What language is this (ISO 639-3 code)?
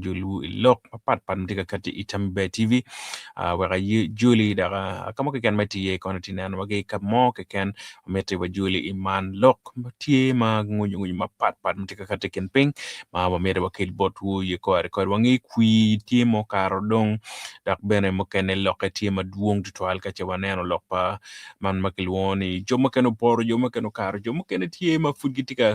ach